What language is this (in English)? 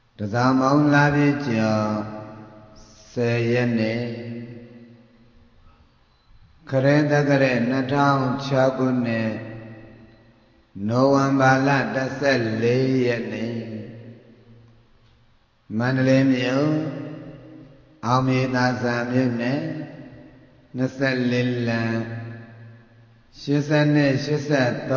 Burmese